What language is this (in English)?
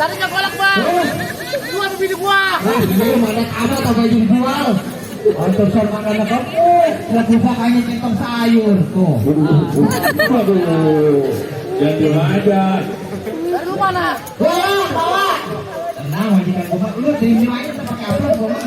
Betawi